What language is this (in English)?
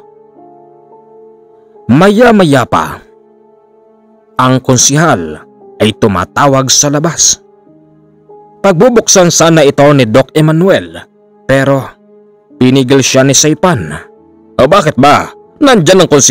Filipino